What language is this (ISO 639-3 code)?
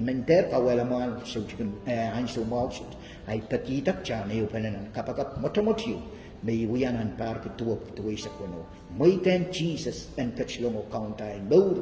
pon